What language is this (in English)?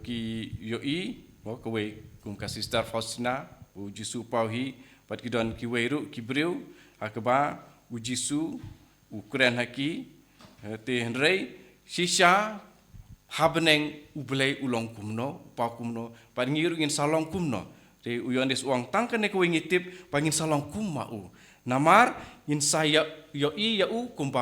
Khasi